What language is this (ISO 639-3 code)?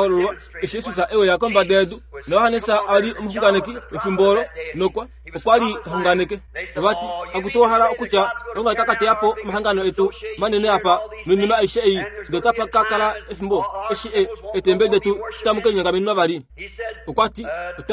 kua